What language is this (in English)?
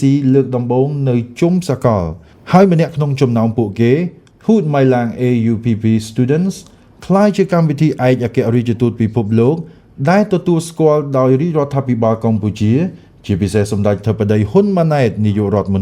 Khmer